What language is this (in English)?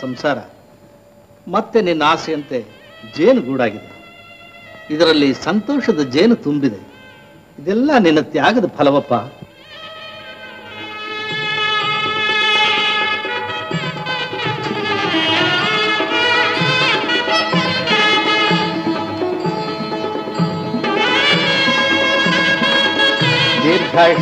Kannada